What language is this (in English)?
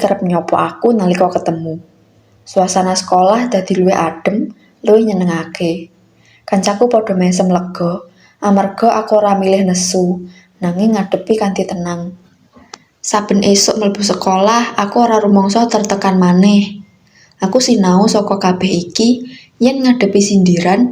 Javanese